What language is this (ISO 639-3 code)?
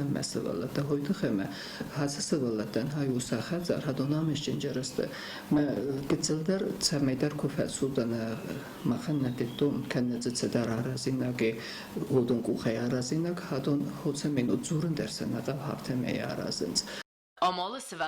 oss